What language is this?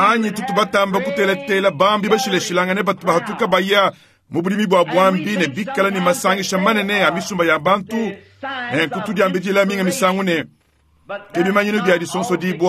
Luba-Lulua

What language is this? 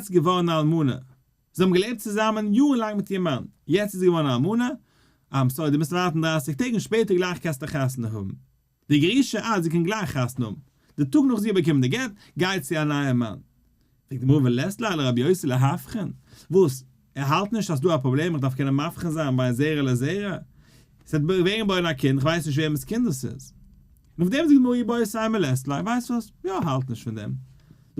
Yiddish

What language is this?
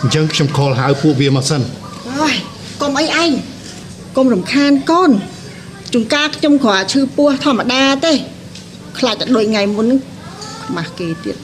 Khmer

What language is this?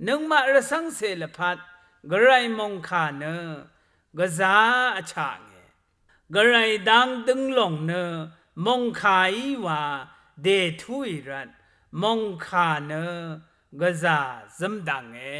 Rawang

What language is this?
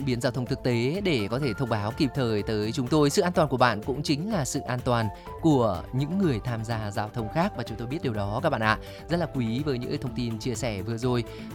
Vietnamese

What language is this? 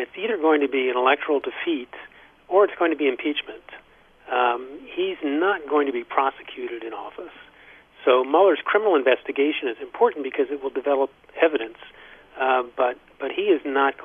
English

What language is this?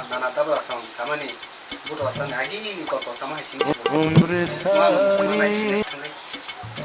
Kok Borok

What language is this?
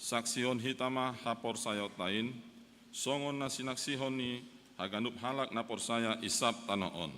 Batak Simalungun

